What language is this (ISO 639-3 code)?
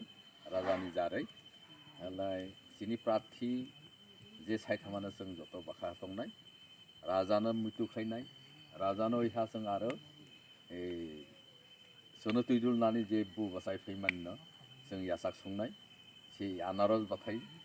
trp